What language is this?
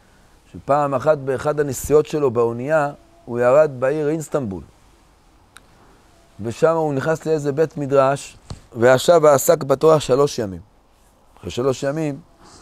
Hebrew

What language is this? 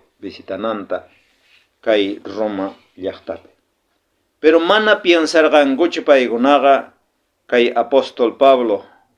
South Bolivian Quechua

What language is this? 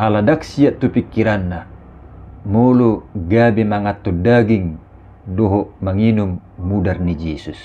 Batak Toba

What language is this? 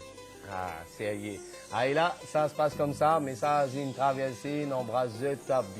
Morisyen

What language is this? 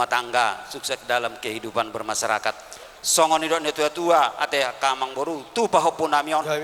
Batak Toba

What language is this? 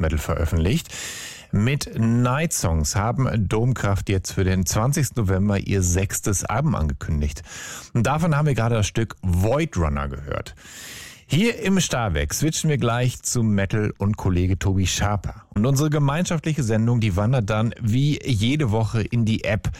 German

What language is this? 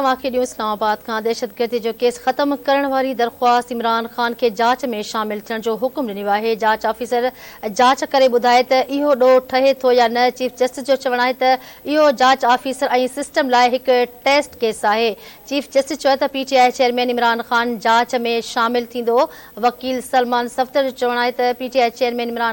Sindhi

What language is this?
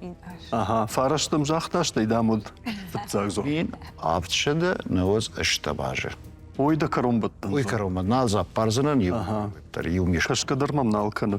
Ossetic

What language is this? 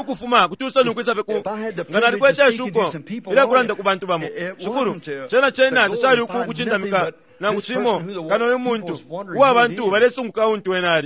Bemba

